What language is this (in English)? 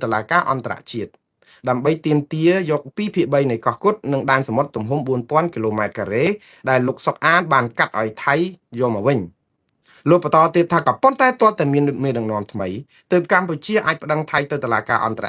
Khmer